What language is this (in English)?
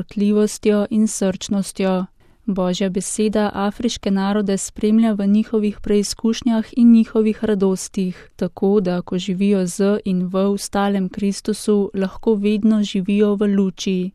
Slovenian